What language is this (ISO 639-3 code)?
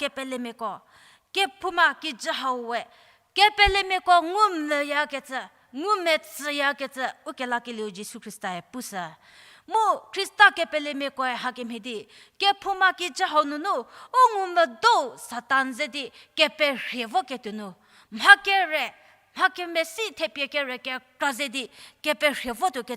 njm